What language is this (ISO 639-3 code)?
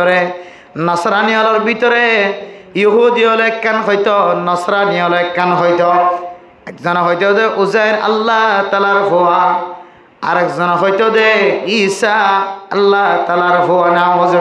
rhg